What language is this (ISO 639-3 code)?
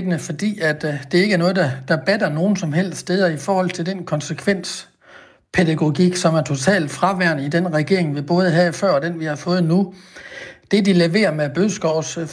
dan